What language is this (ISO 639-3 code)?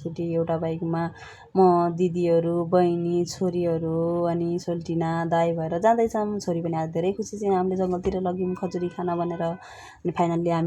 nep